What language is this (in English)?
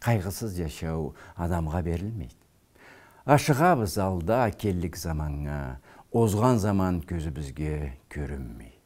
Karachay-Balkar